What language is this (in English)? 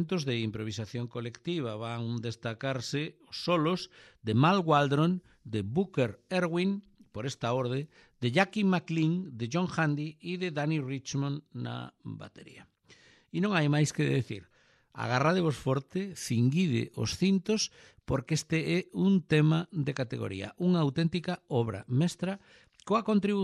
Galician